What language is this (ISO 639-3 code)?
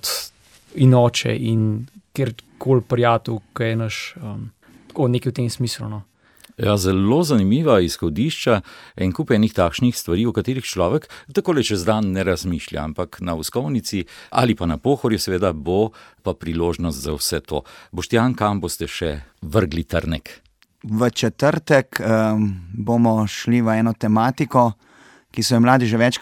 slv